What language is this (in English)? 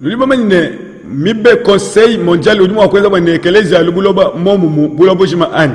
Luba-Lulua